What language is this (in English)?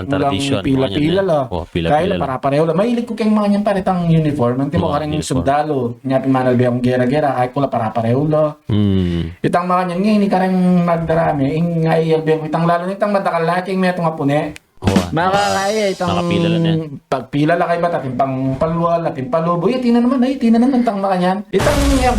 Pampanga